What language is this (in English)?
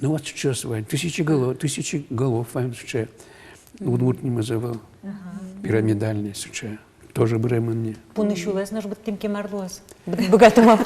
Udmurt